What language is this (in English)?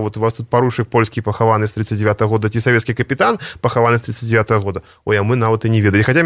Belarusian